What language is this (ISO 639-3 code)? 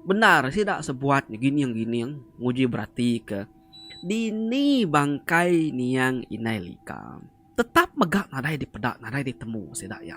iba